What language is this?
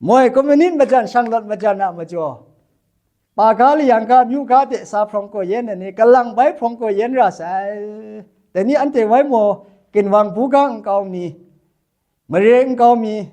Kachin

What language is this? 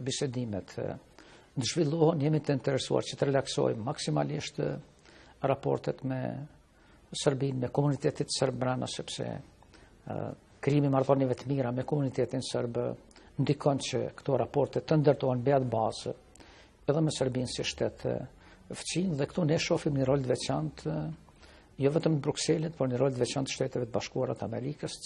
Albanian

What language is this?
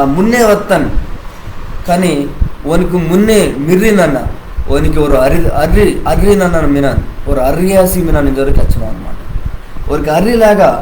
Koya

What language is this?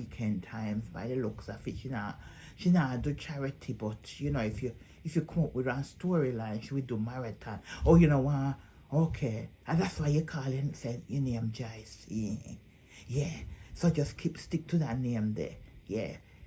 Jamaican Creole English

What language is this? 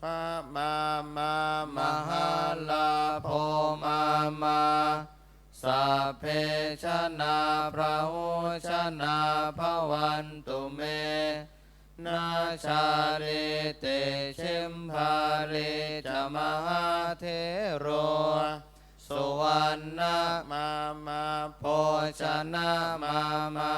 Pali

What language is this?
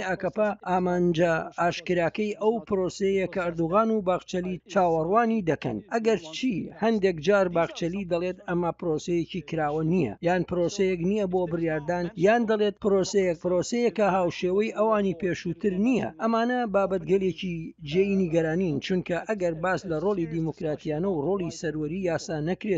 Central Kurdish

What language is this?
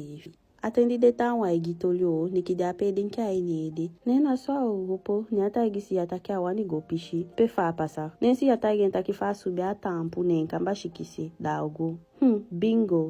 Eastern Maroon Creole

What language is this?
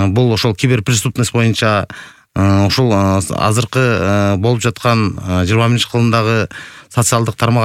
Kyrgyz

